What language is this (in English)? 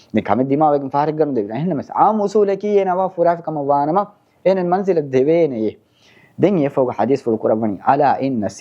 Divehi